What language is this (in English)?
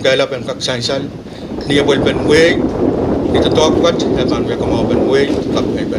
Pohnpeian